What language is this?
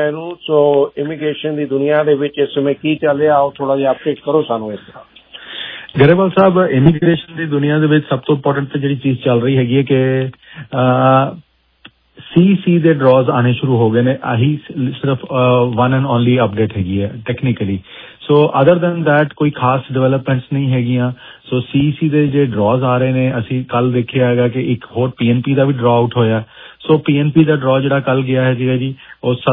Punjabi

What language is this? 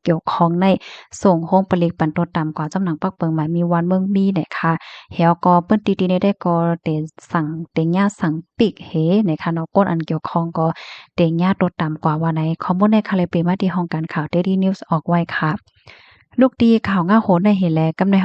Shan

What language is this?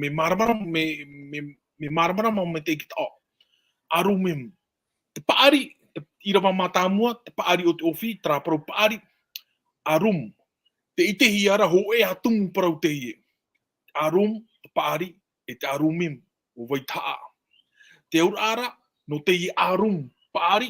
Tahitian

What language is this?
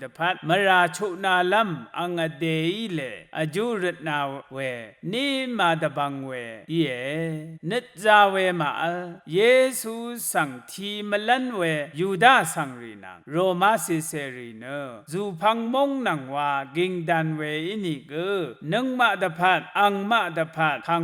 Rawang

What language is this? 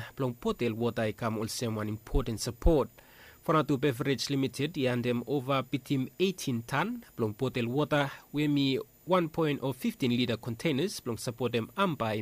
Bislama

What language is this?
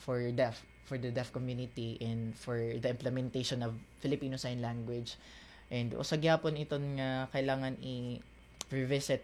Waray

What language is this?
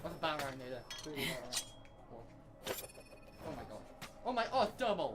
Welsh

